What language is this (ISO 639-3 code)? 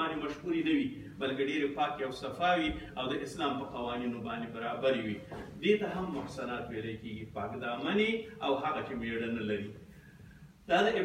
pus